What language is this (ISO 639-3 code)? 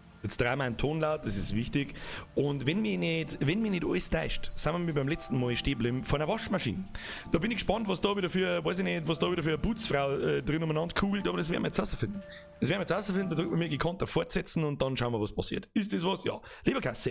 bar